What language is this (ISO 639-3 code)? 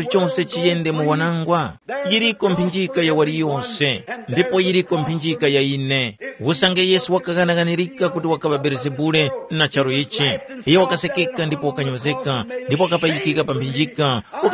tum